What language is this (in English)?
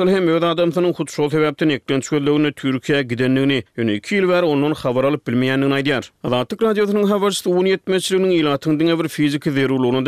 Turkmen